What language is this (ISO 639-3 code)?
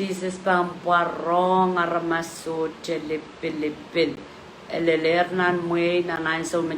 pon